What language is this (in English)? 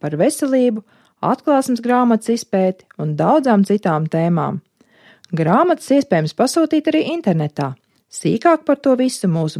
Latvian